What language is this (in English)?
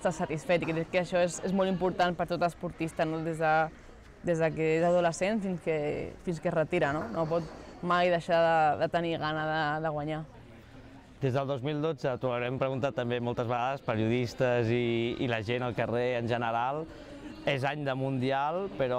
Catalan